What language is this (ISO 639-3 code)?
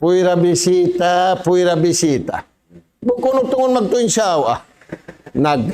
tsg